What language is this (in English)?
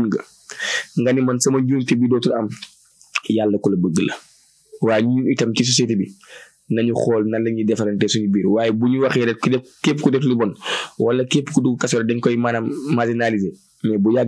Wolof